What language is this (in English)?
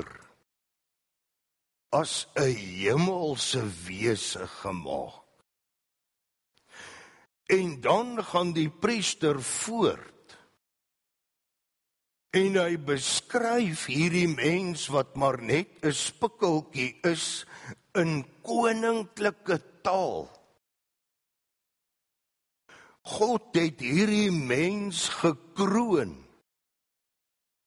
Afrikaans